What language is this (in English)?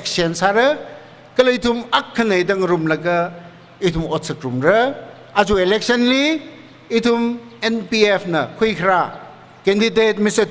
Tangkhul Naga (India)